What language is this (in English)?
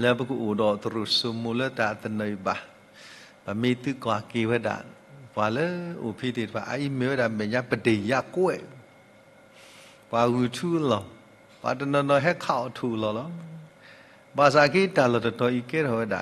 S'gaw Karen